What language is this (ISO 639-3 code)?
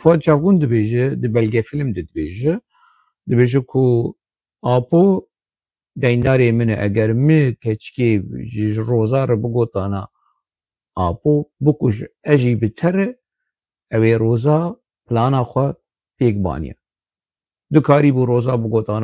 kur